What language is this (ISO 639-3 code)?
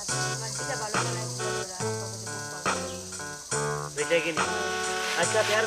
syl